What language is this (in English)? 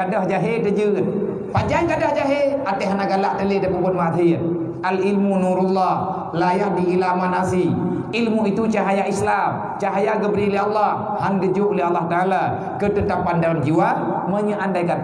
Achinese